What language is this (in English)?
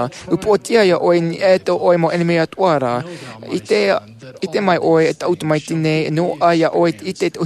Tahitian